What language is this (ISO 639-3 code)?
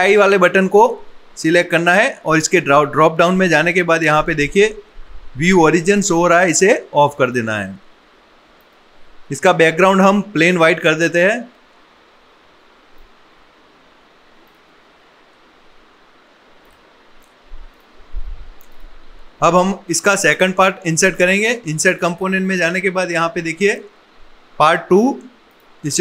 hin